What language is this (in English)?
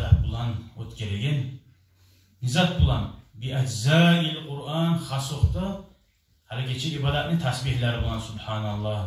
Kumyk